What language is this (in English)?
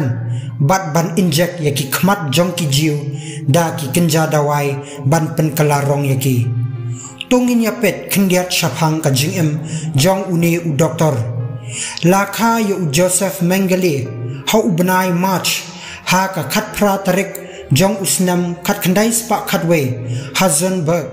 Khasi